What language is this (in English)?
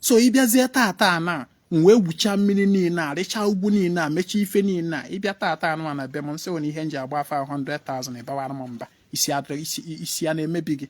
Igbo